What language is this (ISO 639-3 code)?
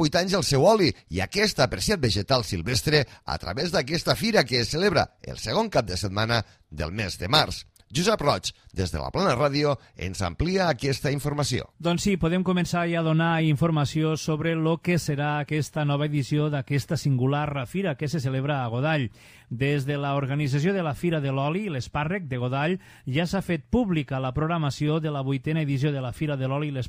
cat